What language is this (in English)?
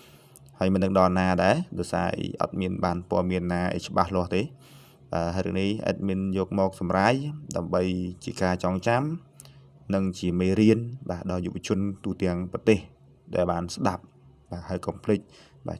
Khmer